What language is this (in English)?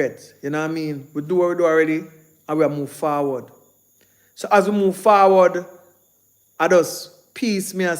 Jamaican Creole English